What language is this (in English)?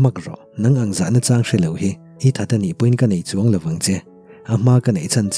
Mizo